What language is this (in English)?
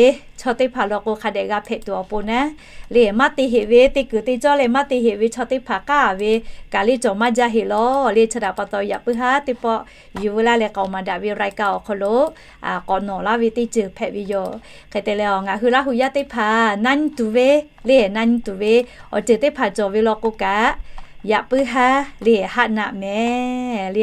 Lahu